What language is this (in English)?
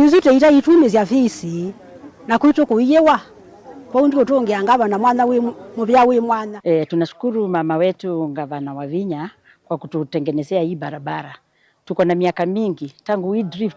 Kamba